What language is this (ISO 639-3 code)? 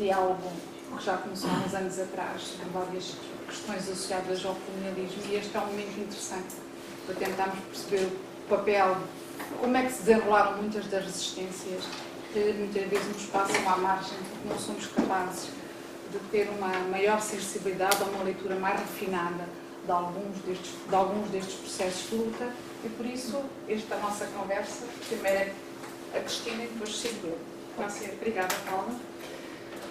por